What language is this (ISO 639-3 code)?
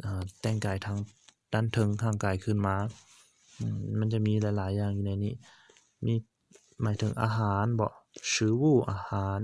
lao